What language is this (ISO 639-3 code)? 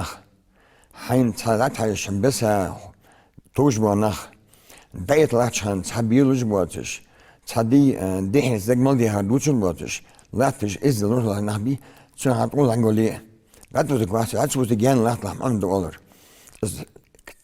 inh